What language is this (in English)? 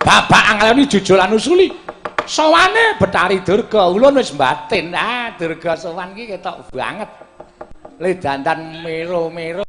Javanese